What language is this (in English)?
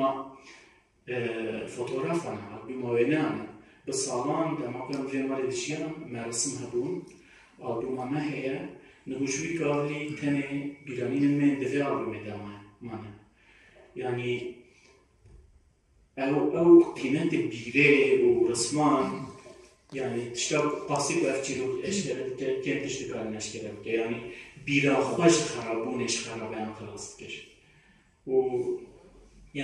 Kurdish